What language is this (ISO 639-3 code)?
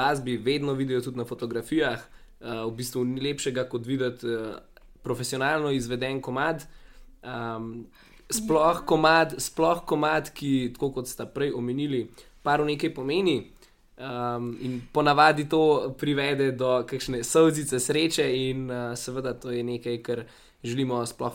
slv